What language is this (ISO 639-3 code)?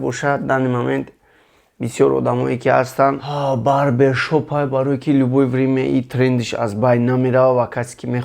tgk